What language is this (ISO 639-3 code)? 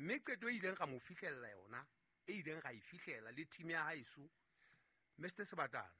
sot